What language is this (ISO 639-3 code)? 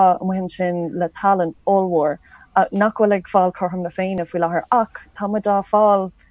gle